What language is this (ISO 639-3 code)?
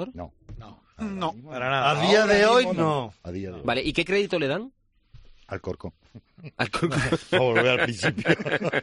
spa